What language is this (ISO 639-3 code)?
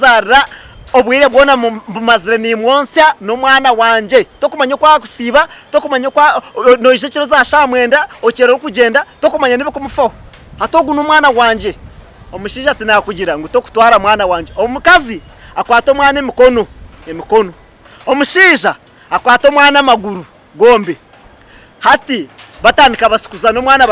nyn